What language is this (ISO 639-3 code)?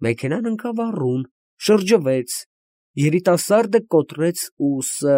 hye